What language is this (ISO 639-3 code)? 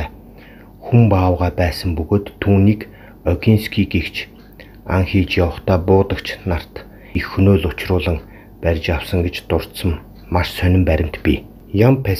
mon